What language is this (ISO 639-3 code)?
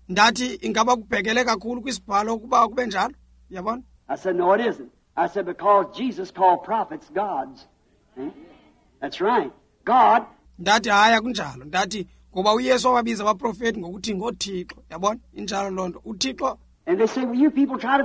xho